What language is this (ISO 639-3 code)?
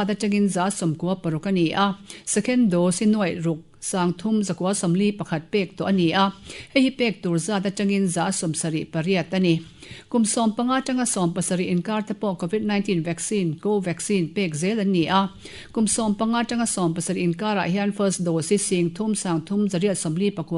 lus